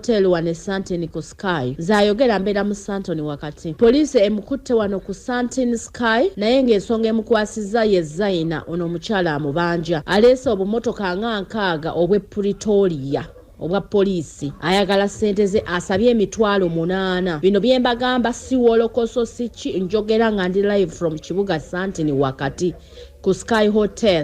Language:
Ganda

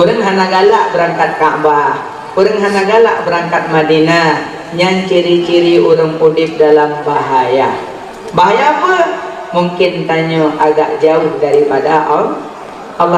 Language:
Achinese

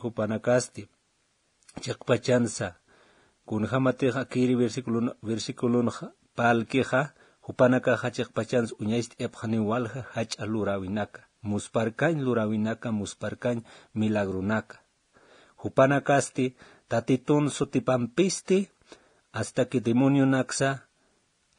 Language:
Aymara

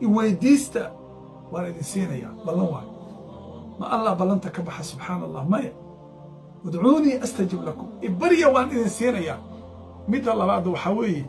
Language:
Somali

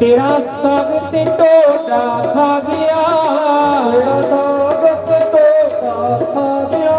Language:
Dogri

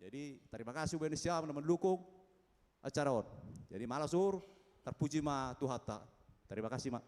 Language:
Batak Simalungun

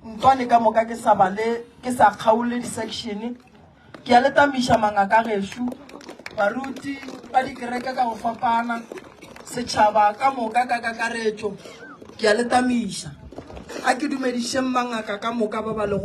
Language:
Northern Sotho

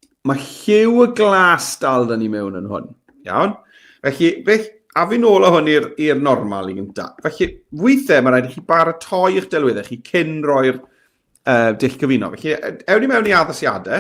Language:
Welsh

